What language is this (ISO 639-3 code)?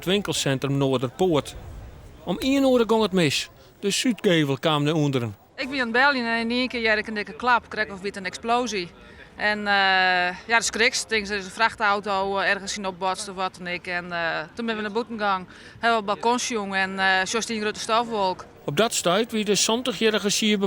fry